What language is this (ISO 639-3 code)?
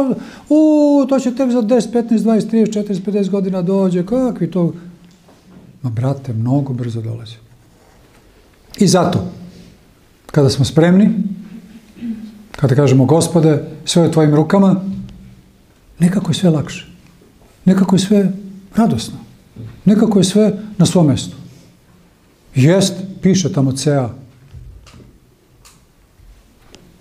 srp